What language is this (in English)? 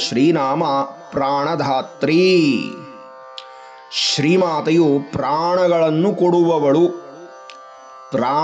Kannada